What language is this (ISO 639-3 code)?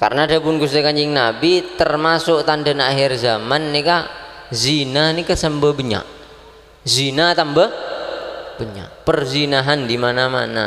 mad